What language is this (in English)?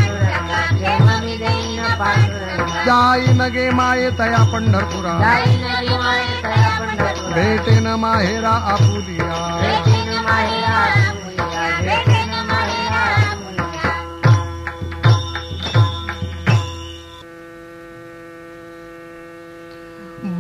Marathi